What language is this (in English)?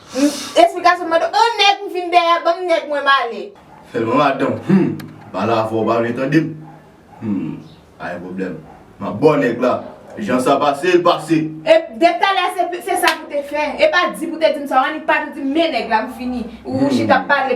Haitian Creole